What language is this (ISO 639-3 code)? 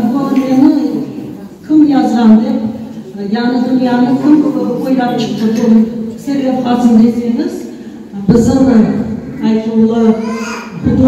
crh